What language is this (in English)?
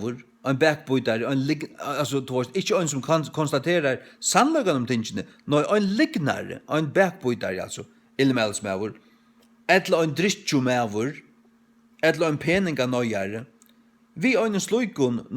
Faroese